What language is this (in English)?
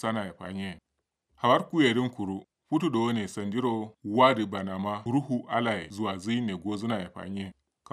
Kanuri